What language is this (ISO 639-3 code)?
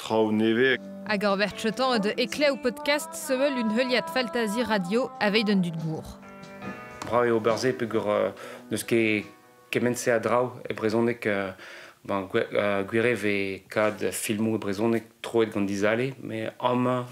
bre